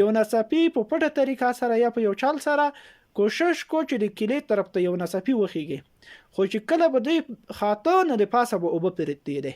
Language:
Pashto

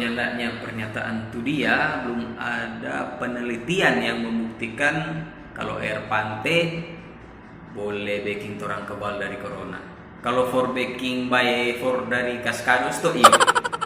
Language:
Manado Malay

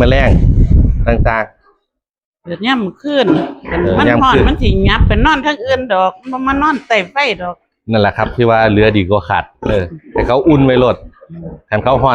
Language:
Northeastern Thai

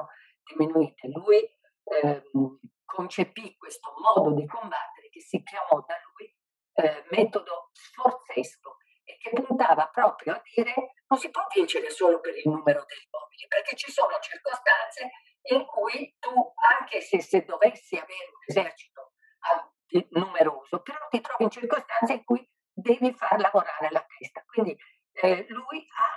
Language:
Italian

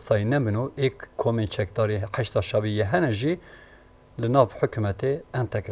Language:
Kurdish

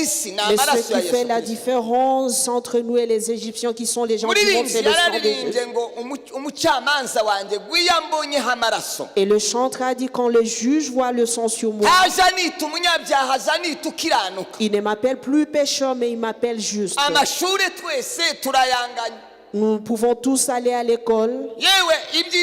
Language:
Kinyarwanda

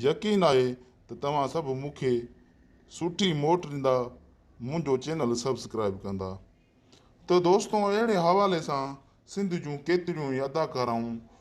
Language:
Sindhi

